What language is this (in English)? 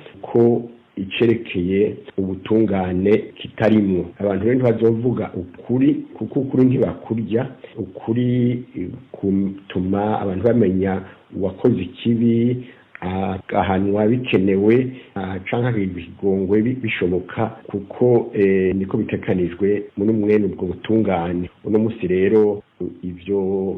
Rundi